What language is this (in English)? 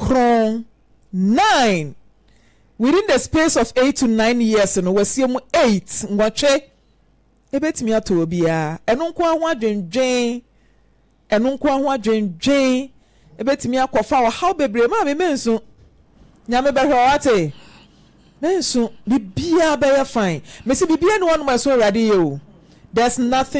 Akan